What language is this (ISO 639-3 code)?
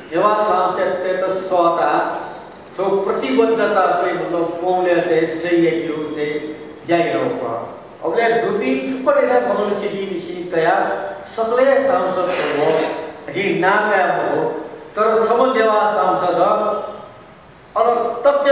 new